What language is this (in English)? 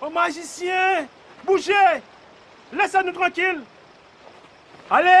Guadeloupean Creole French